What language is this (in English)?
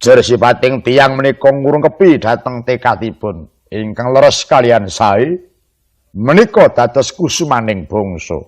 Javanese